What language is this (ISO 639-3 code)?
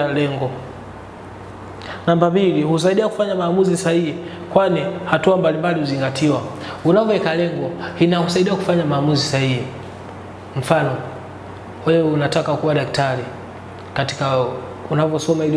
swa